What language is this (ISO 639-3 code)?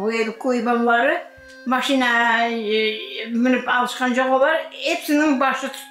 crh